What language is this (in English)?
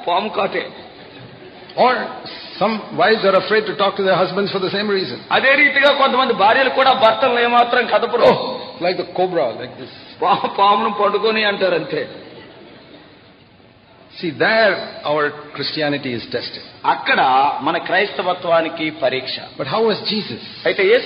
Telugu